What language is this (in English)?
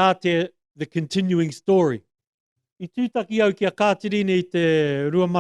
Māori